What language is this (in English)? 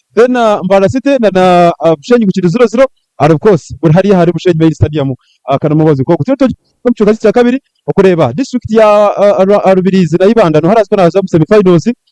Nyankole